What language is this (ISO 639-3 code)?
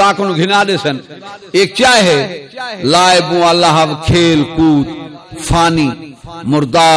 skr